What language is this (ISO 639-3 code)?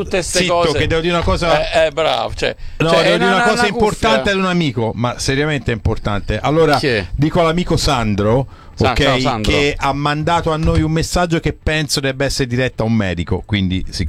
ita